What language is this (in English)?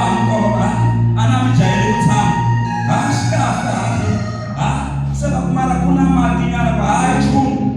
Tsonga